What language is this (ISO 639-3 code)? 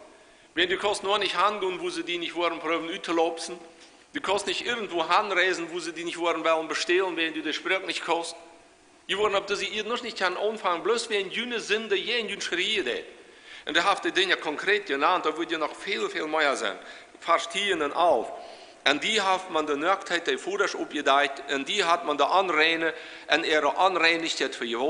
pdt